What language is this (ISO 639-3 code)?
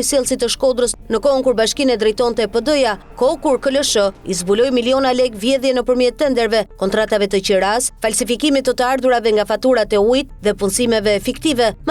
sqi